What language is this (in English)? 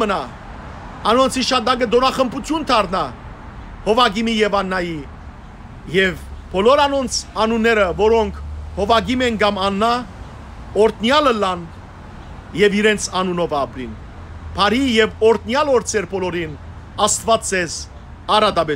Western Armenian